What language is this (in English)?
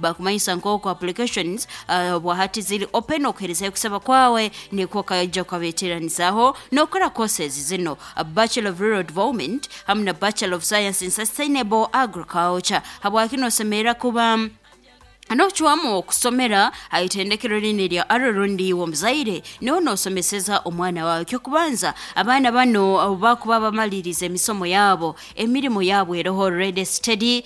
Nyankole